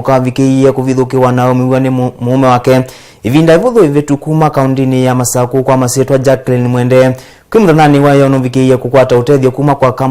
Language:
Kamba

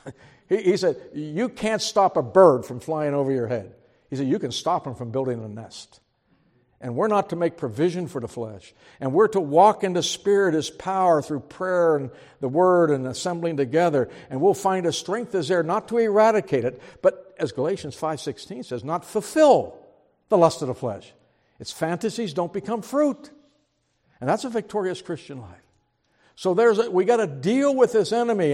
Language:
English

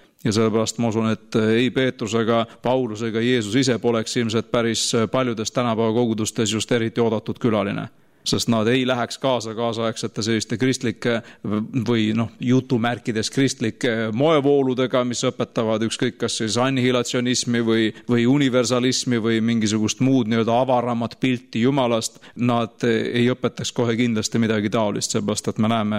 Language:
Estonian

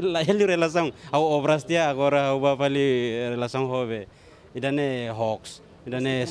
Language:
Tetum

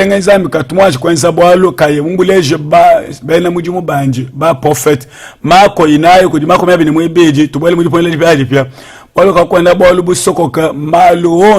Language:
Luba-Lulua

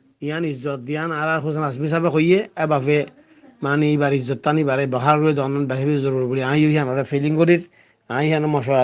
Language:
Rohingya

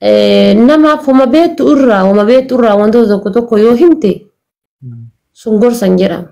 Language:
Oromo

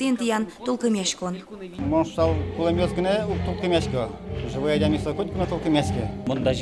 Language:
Udmurt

